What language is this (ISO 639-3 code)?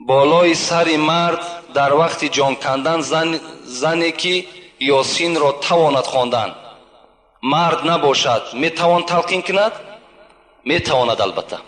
tgk